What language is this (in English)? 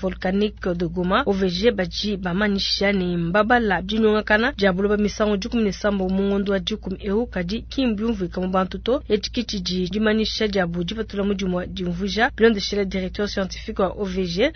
Luba-Lulua